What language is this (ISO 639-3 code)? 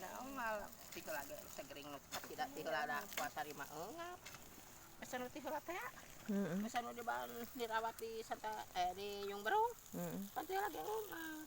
sun